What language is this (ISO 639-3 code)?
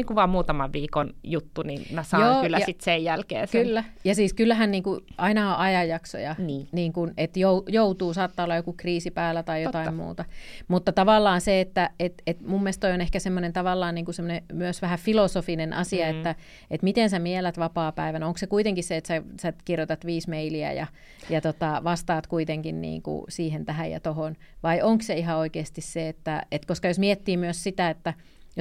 fin